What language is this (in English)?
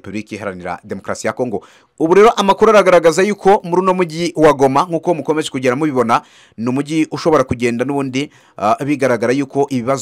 Kinyarwanda